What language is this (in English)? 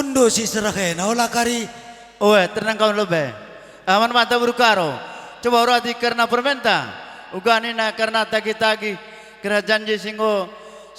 Batak Karo